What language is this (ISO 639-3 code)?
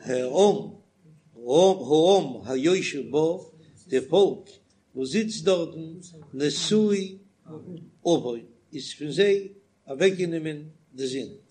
yid